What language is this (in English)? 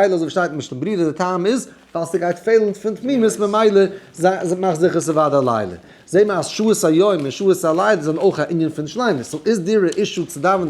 Yiddish